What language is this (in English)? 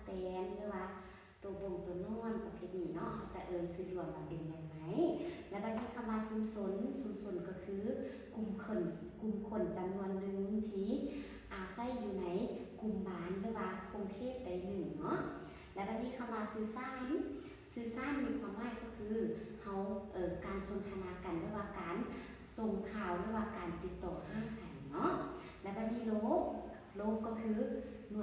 Lao